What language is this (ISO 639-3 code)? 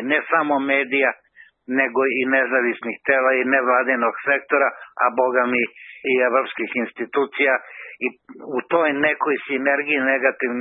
srp